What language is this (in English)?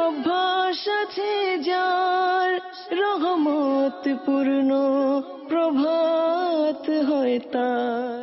Bangla